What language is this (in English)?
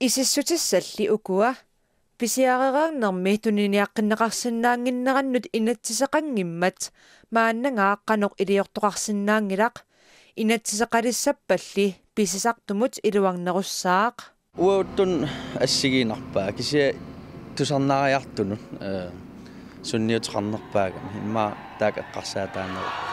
Kalaallisut